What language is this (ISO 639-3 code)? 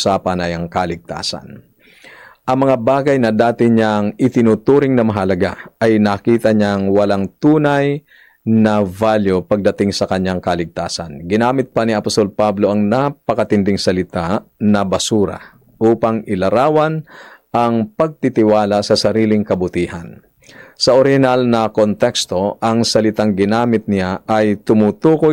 fil